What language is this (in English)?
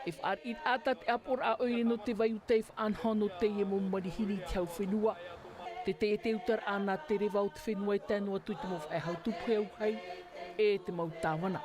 Tahitian